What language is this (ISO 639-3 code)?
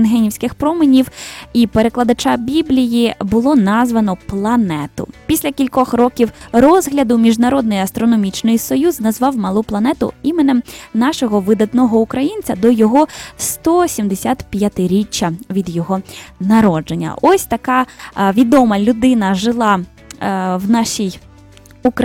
ukr